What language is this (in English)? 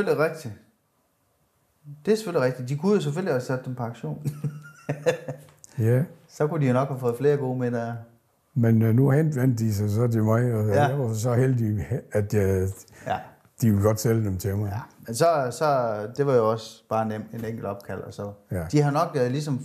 Danish